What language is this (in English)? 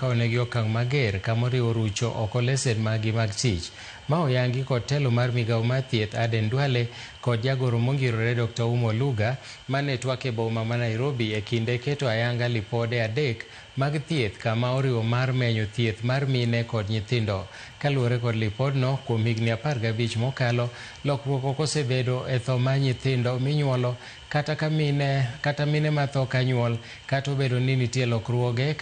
Luo (Kenya and Tanzania)